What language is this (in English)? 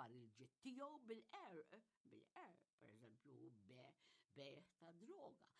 Maltese